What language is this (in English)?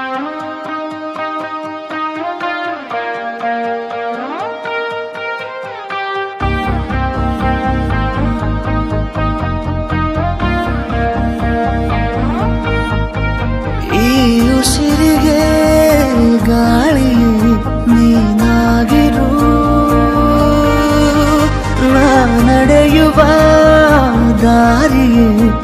Kannada